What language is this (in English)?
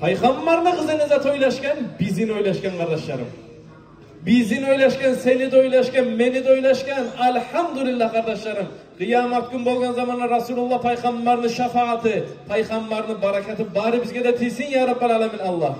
Kumyk